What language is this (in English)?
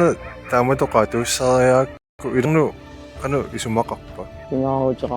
Kalaallisut